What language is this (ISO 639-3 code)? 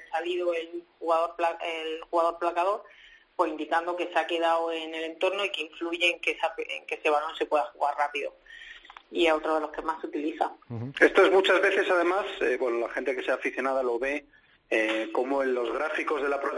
spa